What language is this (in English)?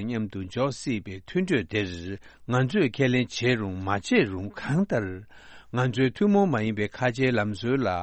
Tibetan